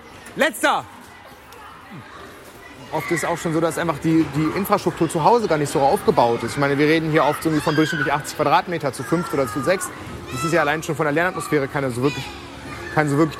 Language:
German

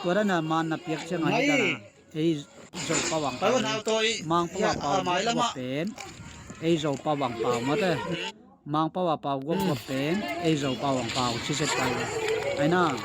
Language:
Tedim Chin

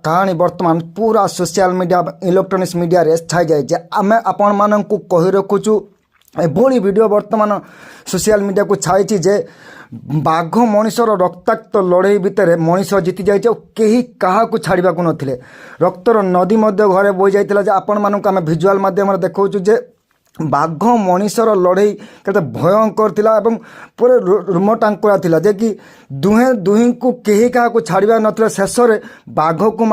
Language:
Odia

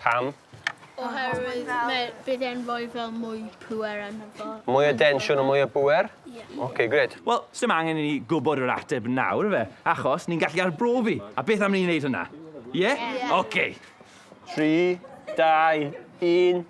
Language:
Welsh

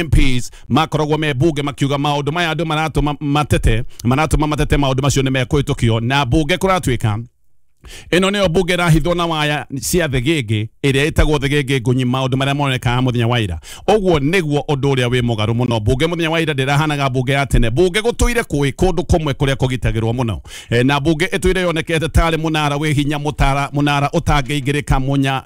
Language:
Kikuyu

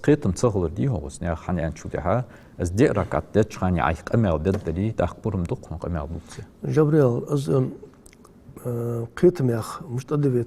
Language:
Ingush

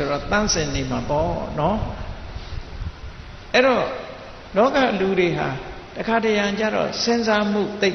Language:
Burmese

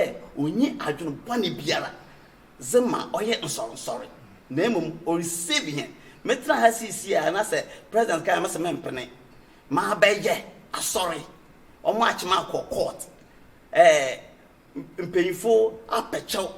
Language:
Akan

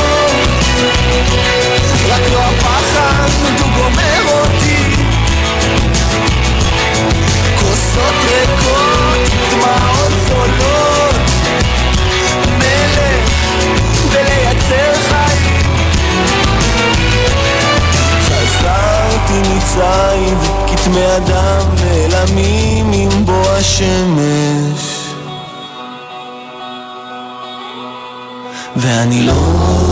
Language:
Hebrew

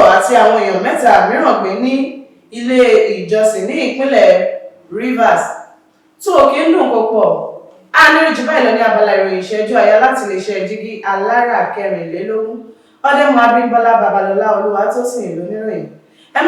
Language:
Yoruba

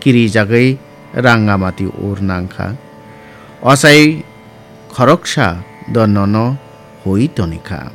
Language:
Kok Borok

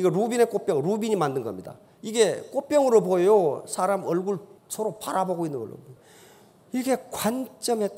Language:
Korean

